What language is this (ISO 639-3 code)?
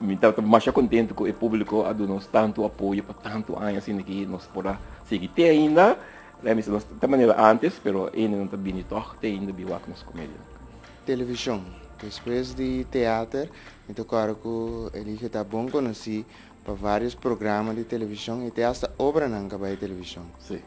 pap